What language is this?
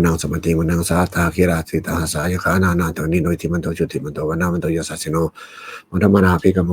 Pali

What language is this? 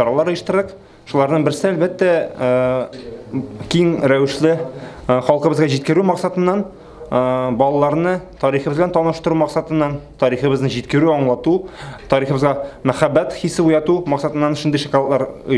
Tatar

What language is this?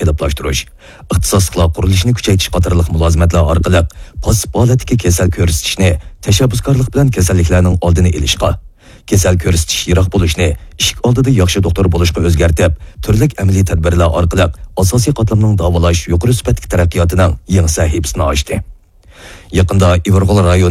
Uyghur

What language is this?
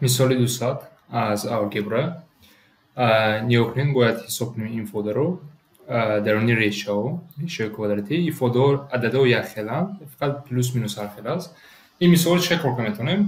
Tajik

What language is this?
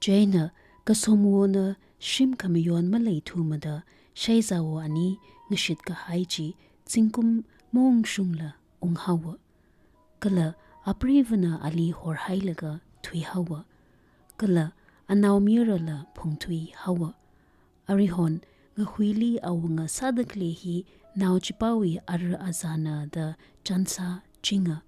Tangkhul Naga (India)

